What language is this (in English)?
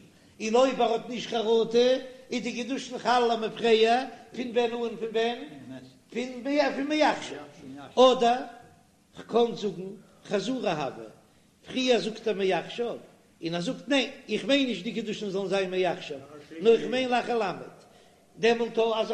Yiddish